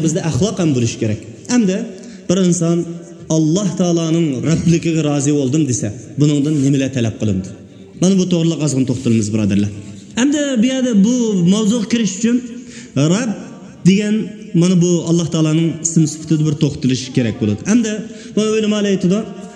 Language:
Uyghur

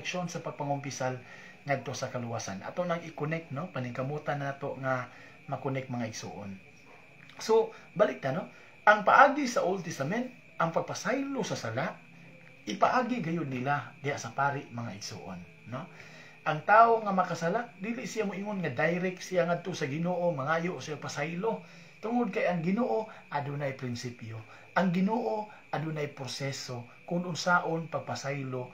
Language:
Cebuano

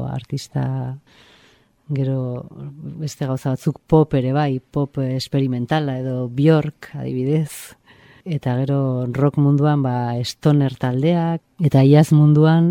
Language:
Basque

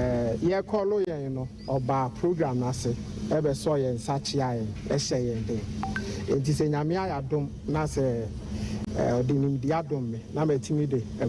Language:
Akan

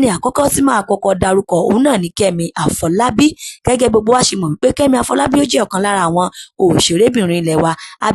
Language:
Yoruba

